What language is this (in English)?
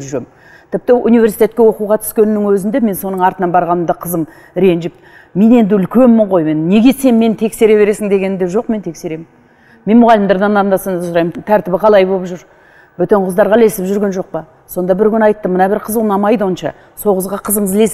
Kazakh